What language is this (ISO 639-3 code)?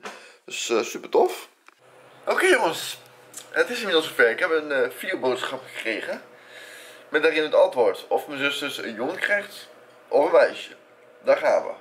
nld